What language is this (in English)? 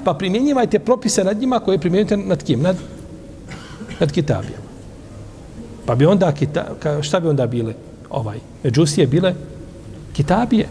Bosnian